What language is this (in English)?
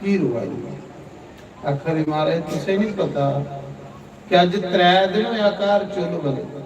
Dogri